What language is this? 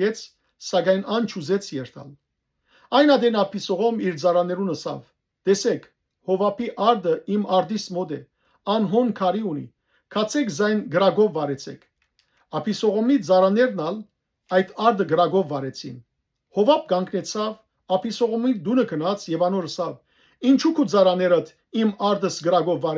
Western Armenian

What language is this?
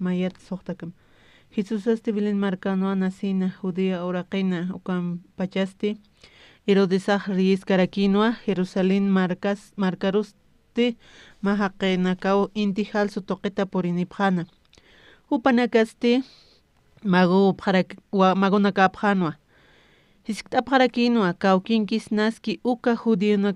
Aymara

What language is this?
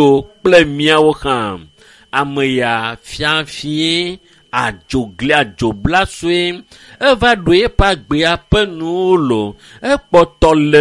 Ewe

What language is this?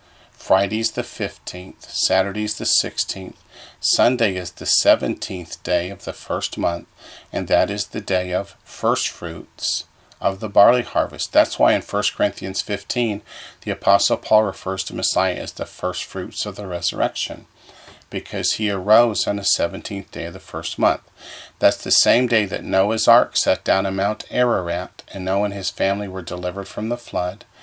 English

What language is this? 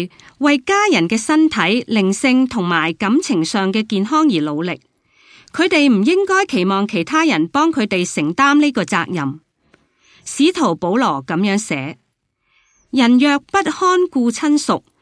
Cantonese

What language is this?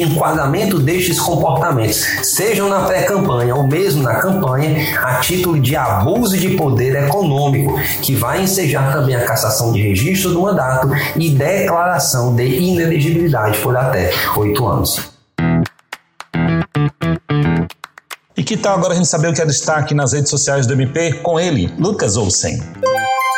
Portuguese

